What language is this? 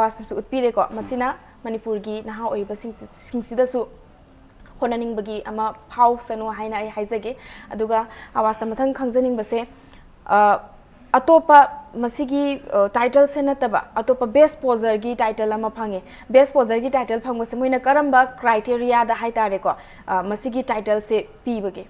Manipuri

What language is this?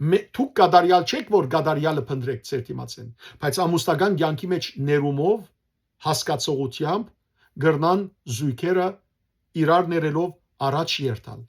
Western Armenian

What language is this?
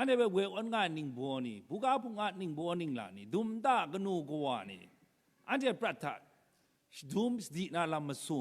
Kachin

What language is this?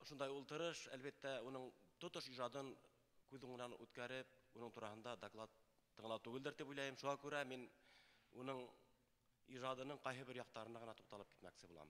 Bashkir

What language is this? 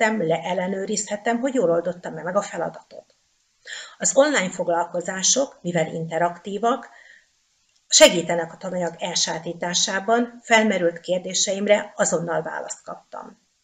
Hungarian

